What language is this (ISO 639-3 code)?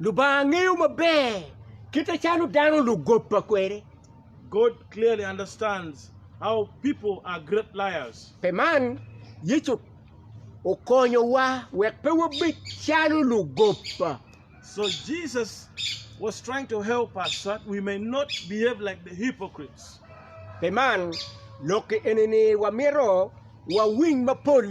ach